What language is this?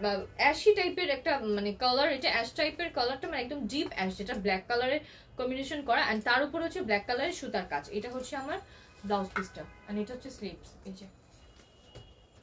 Bangla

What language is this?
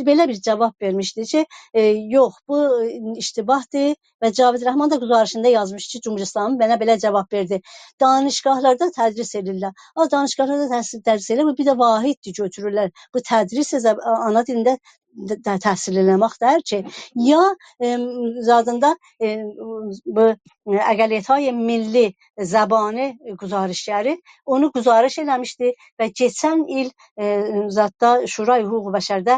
South Azerbaijani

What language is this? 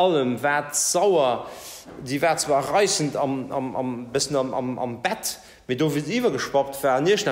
Luxembourgish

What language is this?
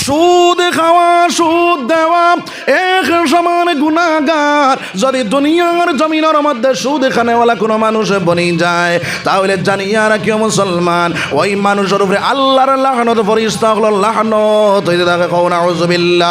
Sylheti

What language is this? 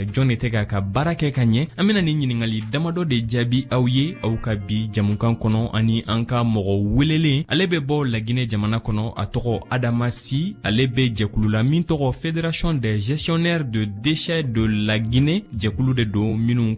Bambara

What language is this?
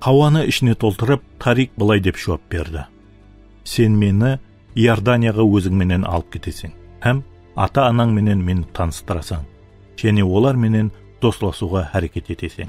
Kara-Kalpak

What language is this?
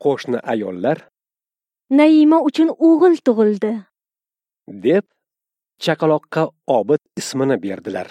Uzbek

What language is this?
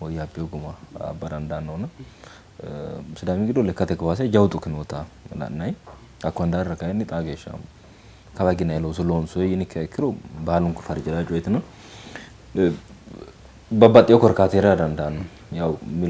Sidamo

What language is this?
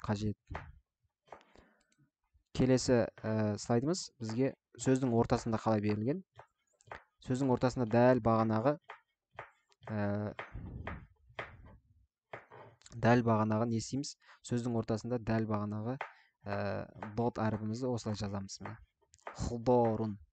Kazakh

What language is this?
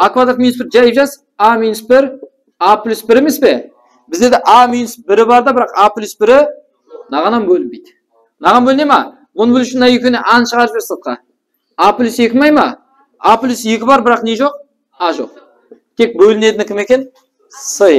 Kara-Kalpak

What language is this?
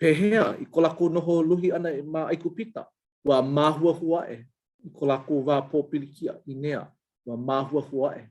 Hawaiian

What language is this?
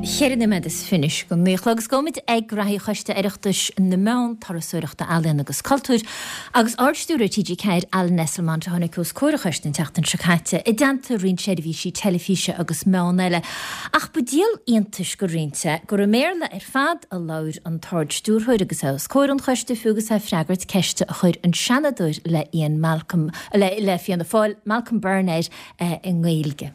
Irish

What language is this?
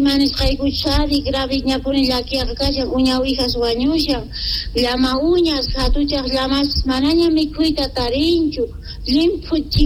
Quechua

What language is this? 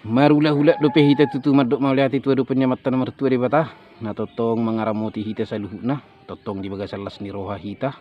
Batak Toba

